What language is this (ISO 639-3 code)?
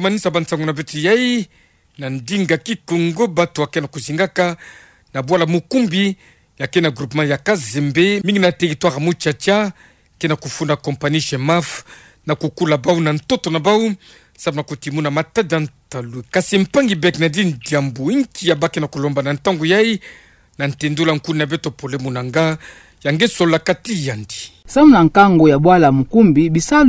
ktu